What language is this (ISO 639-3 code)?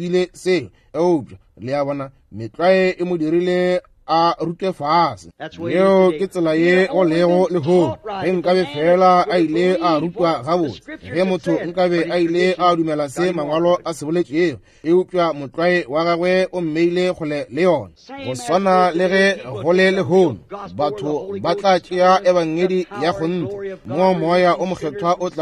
nso